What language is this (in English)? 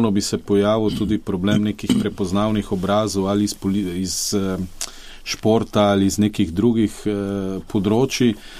Slovenian